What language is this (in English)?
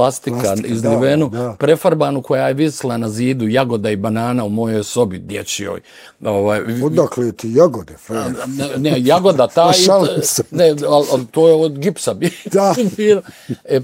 Bosnian